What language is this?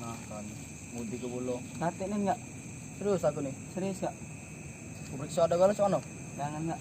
Musi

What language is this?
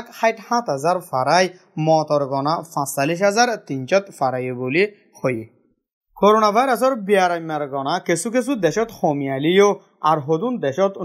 Rohingya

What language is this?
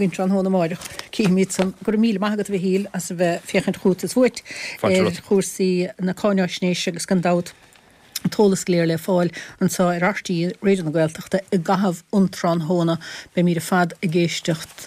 Irish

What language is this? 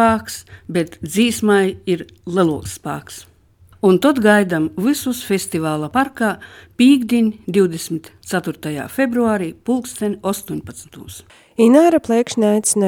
Latvian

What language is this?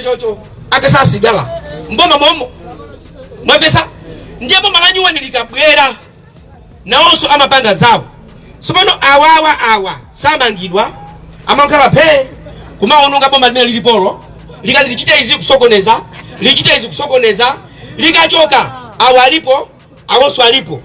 Nyanja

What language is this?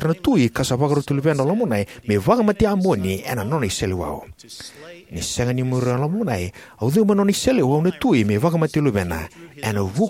Fijian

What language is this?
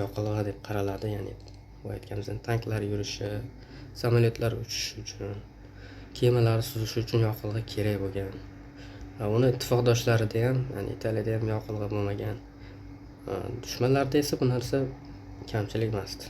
Uzbek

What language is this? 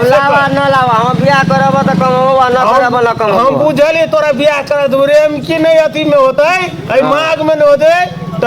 Maithili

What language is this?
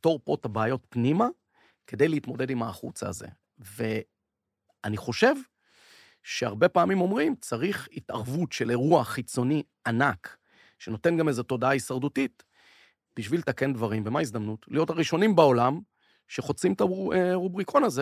Hebrew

